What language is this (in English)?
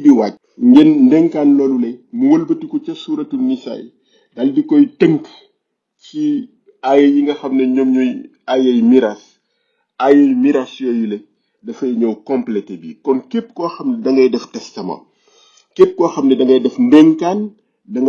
Wolof